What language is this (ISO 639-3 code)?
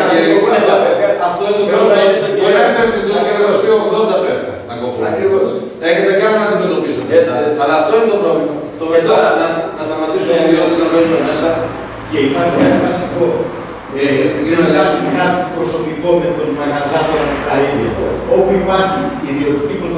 ell